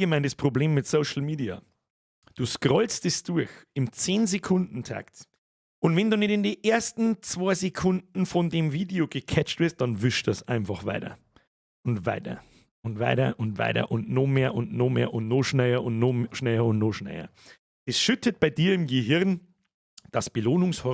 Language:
Bavarian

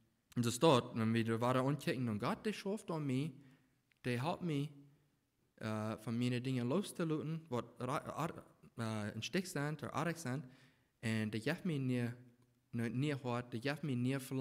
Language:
Plautdietsch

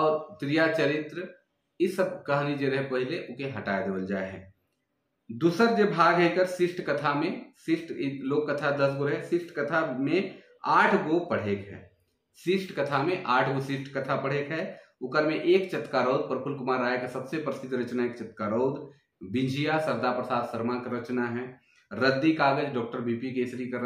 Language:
Sadri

